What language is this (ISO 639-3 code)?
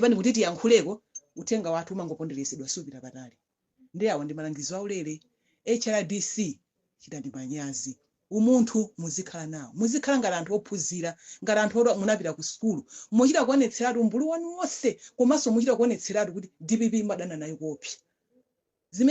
nya